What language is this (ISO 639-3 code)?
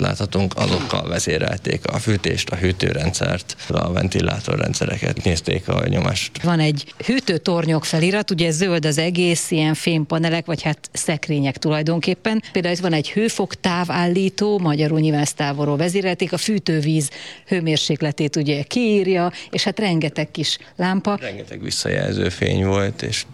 hun